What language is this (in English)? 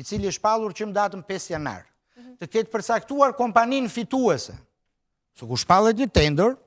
Albanian